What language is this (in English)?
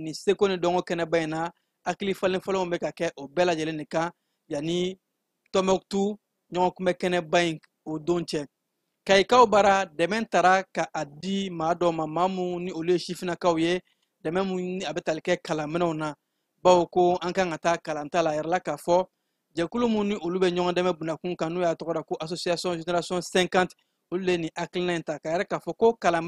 Bambara